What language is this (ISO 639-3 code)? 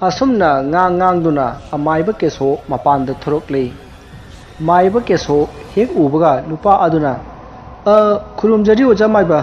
mni